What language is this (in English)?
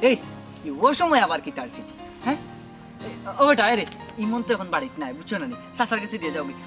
Sylheti